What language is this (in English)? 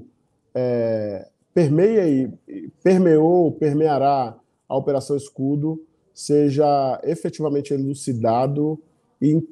Portuguese